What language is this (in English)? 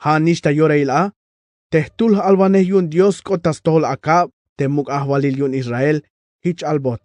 Tzeltal